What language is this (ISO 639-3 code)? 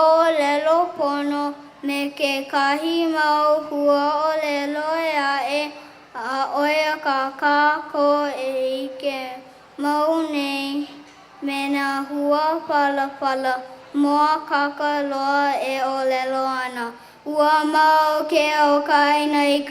haw